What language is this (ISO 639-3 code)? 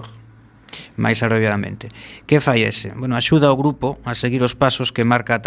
glg